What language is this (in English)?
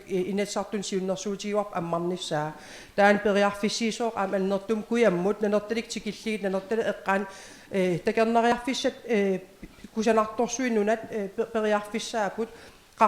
Kalaallisut